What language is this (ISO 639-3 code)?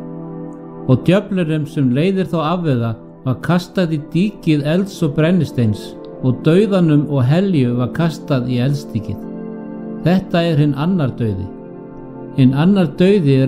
isl